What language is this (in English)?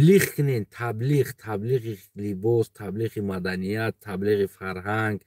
Tajik